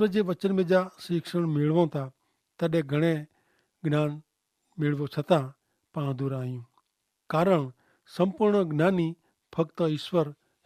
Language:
Kachhi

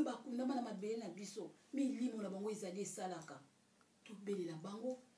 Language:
Lingala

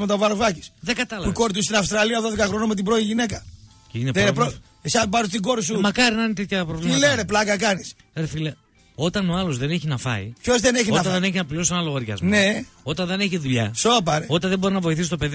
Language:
Greek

